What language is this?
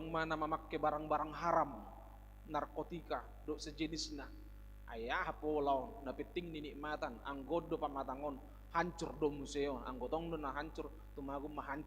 Batak Toba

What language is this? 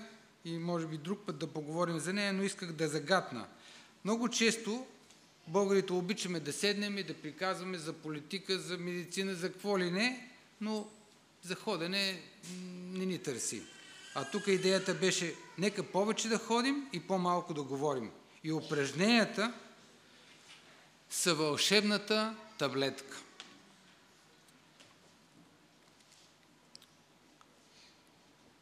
Bulgarian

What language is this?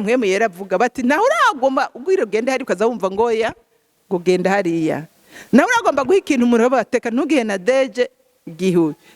Rundi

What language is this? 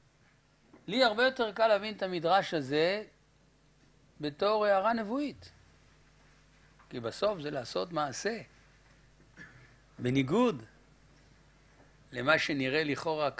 Hebrew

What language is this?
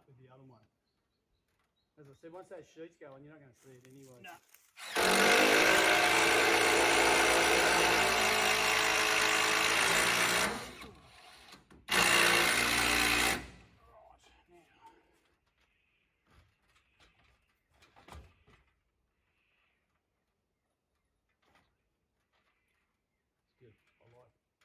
English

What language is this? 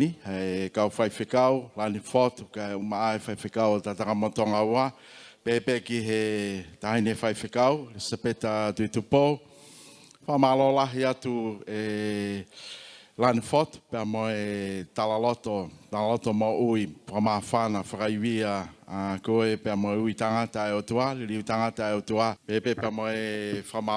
Tongan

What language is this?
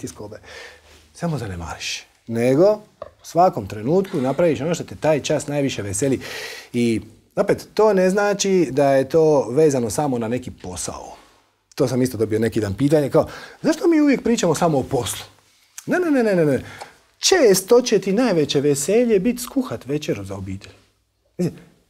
Croatian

